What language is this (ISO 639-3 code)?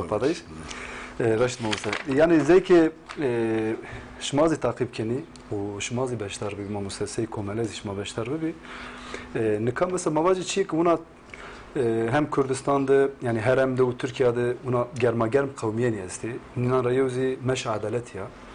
zza